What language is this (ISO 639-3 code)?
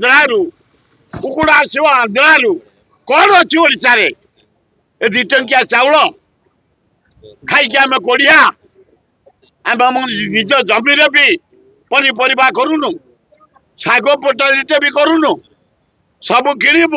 ori